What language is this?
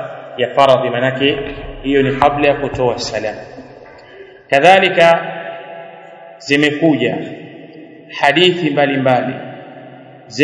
Swahili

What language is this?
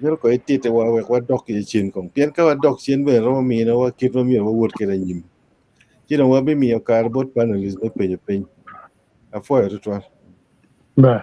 Acoli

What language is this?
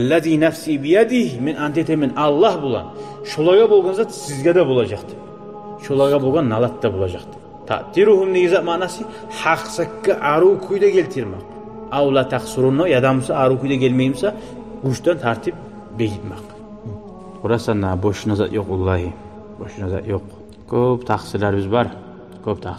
Kumyk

